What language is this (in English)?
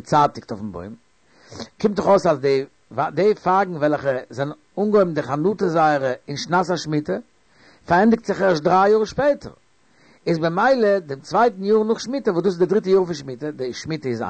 Yiddish